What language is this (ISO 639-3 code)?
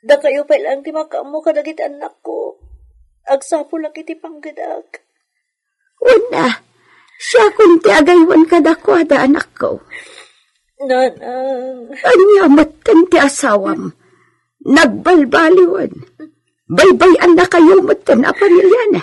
ilo